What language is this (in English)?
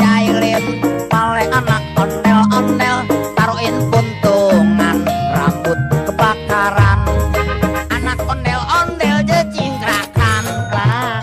Betawi